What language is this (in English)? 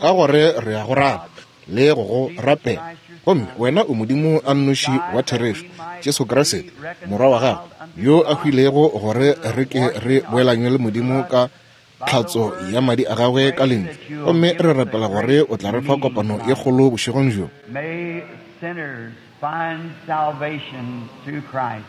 Northern Sotho